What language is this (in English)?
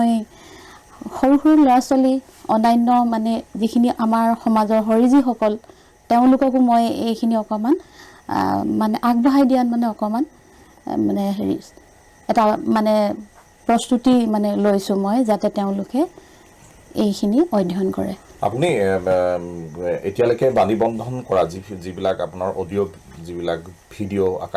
Assamese